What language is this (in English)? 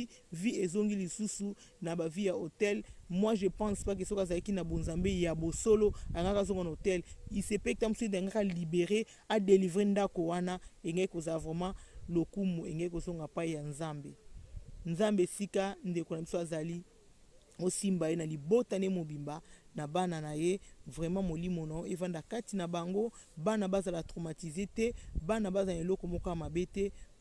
Lingala